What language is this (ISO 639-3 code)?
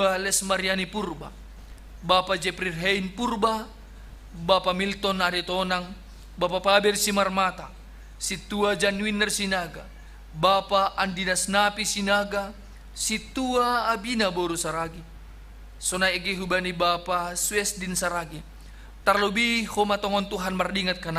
bts